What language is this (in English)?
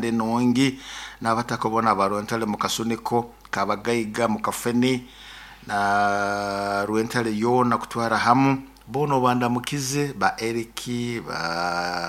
Nyoro